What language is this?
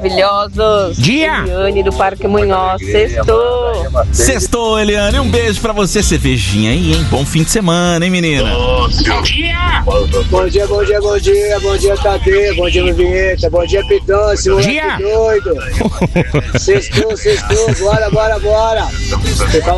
Portuguese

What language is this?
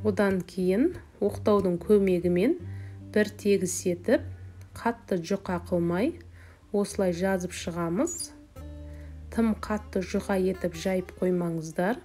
Kazakh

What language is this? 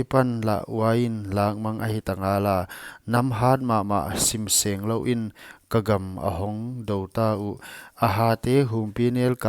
Paite Chin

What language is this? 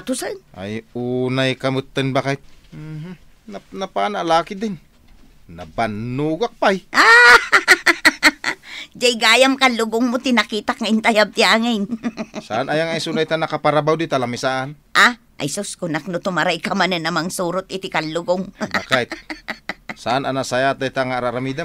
Iloko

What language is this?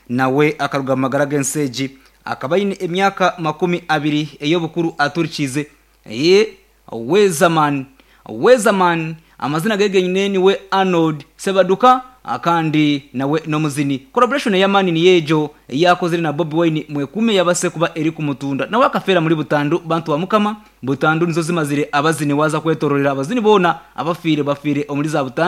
Nyankole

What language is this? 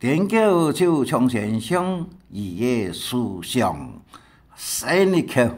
Hakka Chinese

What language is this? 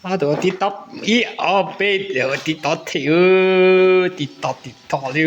Hmong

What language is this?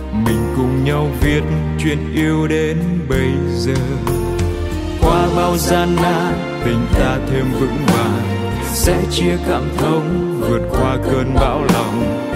Vietnamese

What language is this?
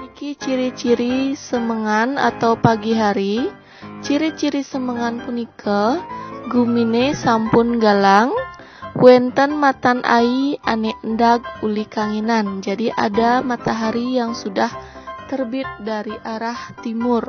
Balinese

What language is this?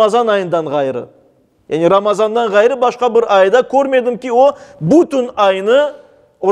Crimean Tatar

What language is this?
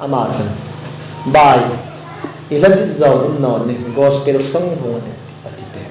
Hmar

